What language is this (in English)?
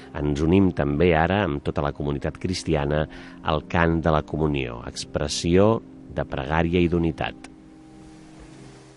Catalan